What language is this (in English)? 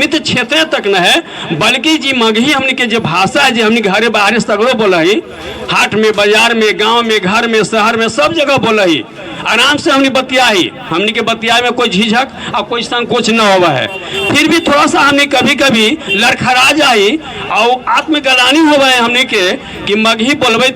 Magahi